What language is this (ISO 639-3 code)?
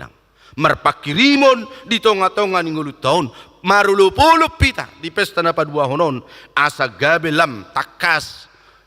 bbc